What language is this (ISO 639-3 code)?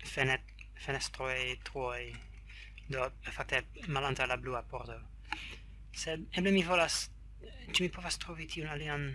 epo